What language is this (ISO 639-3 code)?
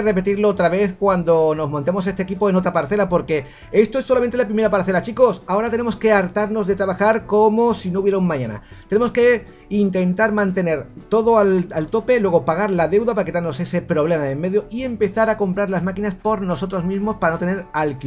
spa